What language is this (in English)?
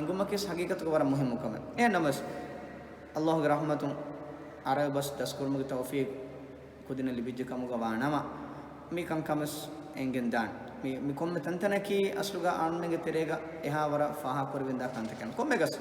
Divehi